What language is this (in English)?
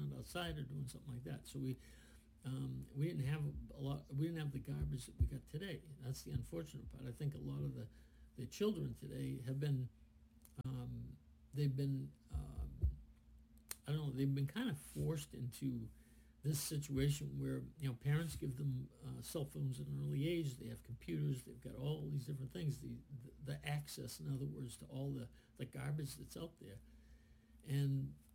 English